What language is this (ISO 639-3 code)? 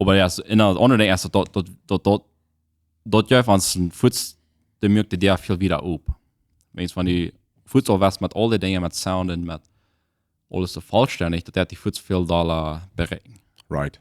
pdt